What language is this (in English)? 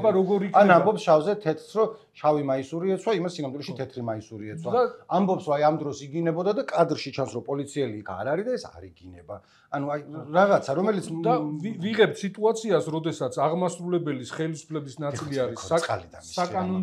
Georgian